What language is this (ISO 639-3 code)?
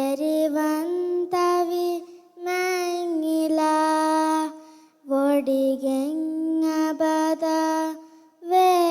div